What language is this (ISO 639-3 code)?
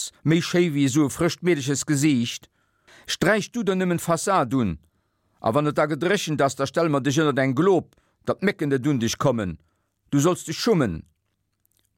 ltz